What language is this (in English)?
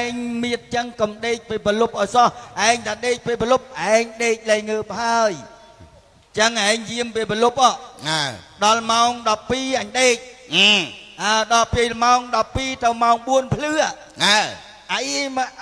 Khmer